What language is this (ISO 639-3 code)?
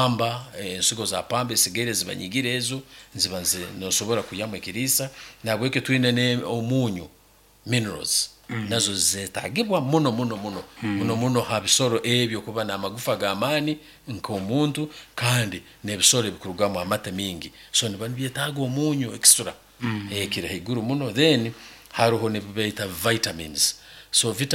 nyn